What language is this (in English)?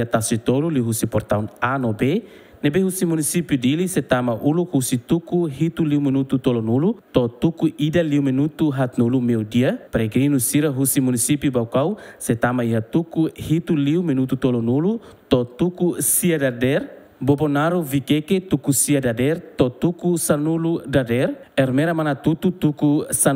Tetum